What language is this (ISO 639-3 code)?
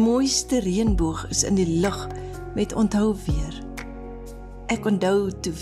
afr